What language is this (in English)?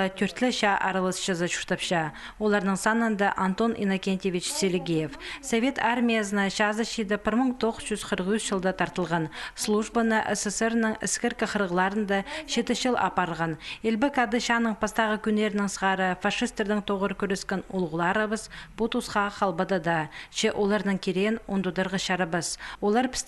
Khakas